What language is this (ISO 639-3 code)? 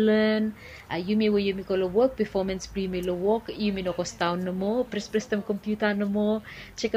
bis